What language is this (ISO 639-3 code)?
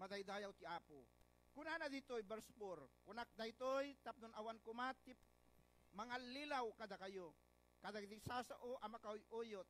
ilo